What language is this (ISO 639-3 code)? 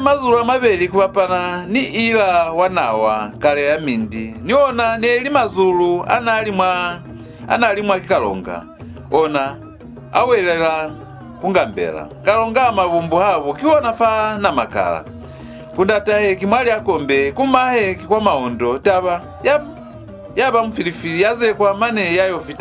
loz